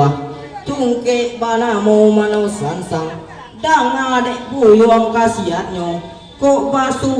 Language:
Minangkabau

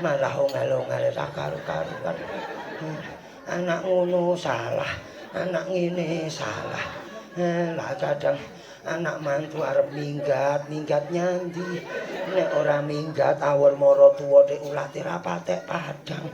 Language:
Javanese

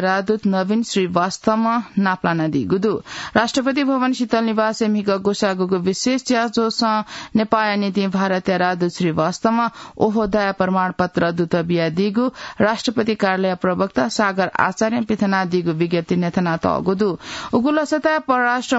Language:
Newari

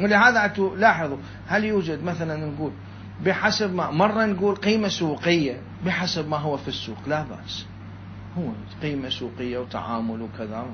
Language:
Mesopotamian Arabic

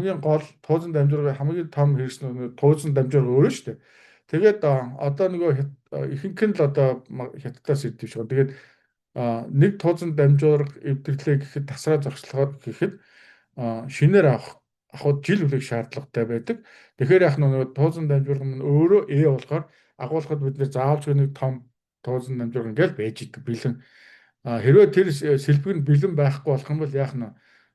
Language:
Mongolian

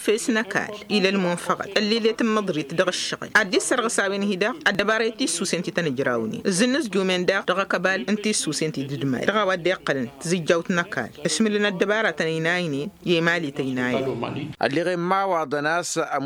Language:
Tamasheq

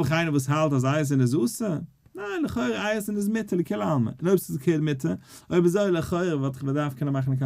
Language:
Yiddish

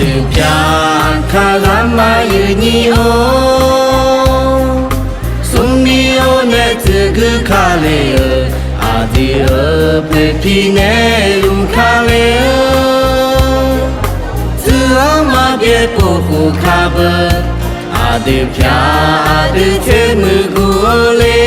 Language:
Akha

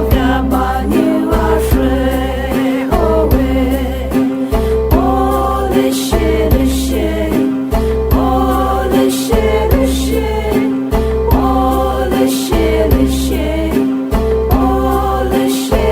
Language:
Poumei Naga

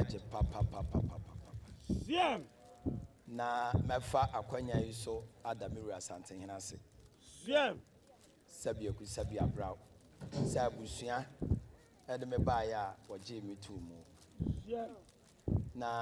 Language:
Akan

